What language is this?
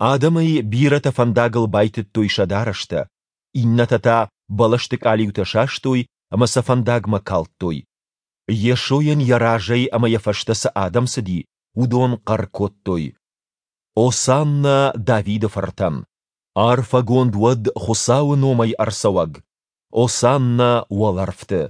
Ossetic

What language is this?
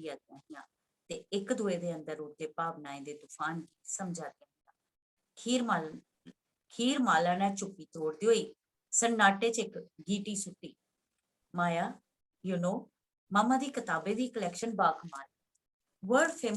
Dogri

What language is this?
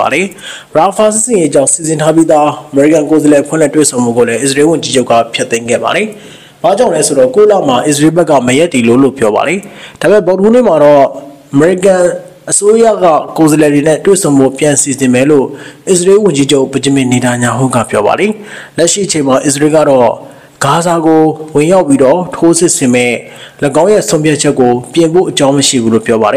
Burmese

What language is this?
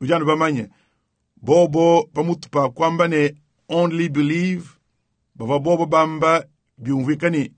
Luba-Lulua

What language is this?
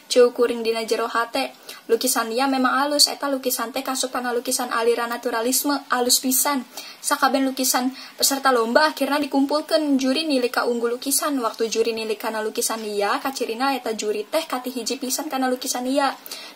Sundanese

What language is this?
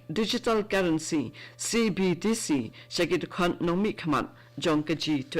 Khasi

